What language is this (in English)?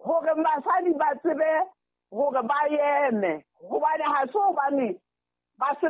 Southern Sotho